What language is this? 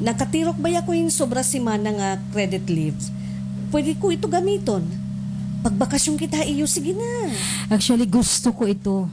Waray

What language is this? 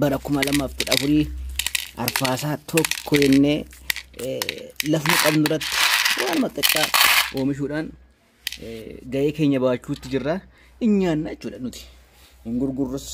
Oromo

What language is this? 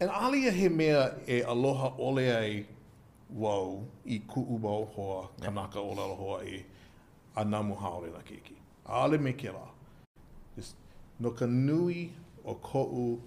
Hawaiian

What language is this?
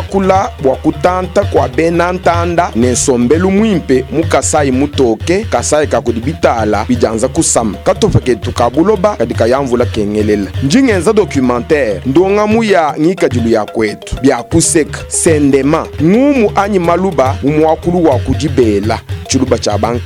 Luba-Lulua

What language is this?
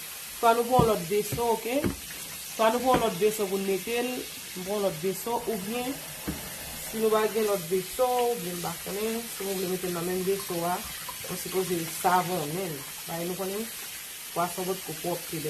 Haitian Creole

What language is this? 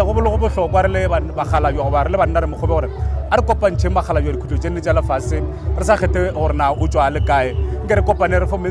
Northern Sotho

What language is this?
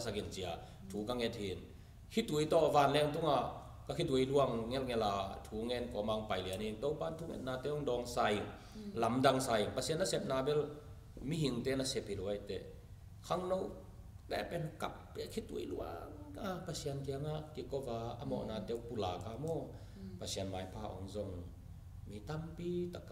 Tedim Chin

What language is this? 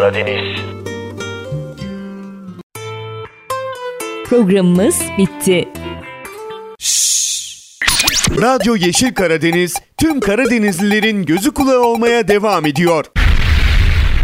Turkish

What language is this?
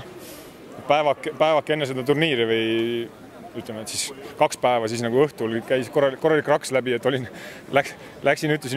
Estonian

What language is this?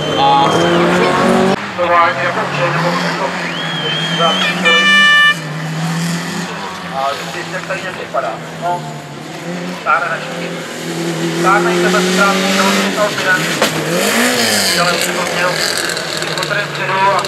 Czech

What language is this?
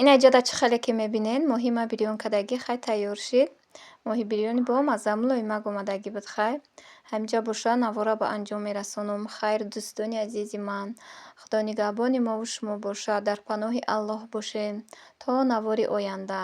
Tajik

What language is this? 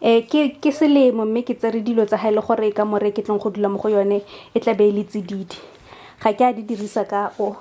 Tswana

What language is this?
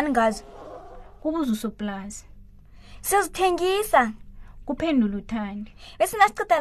South Ndebele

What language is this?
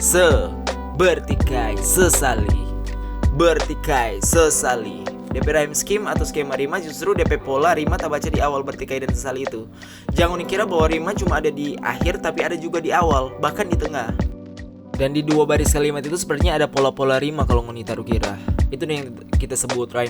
Manado Malay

